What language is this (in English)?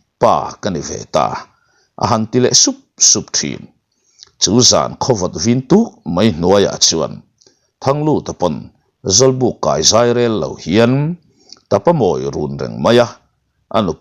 Mizo